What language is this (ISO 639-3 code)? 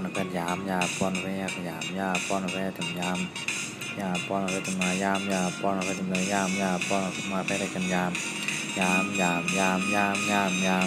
shn